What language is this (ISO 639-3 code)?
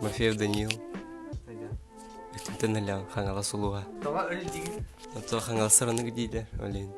sah